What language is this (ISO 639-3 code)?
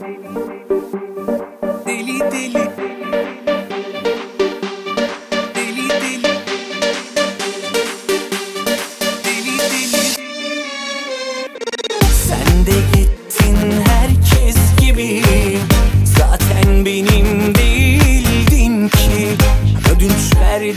tur